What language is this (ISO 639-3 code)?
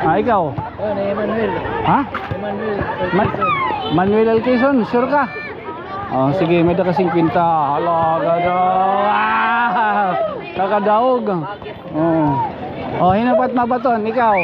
war